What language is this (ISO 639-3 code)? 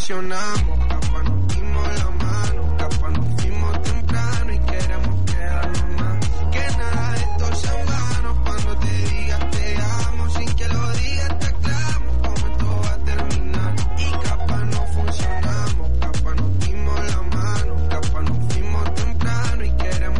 spa